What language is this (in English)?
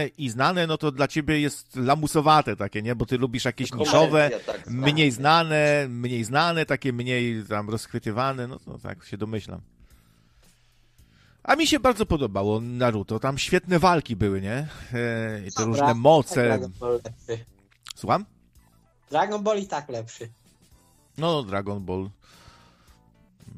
Polish